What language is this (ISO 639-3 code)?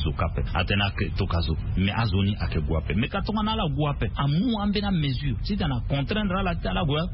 sag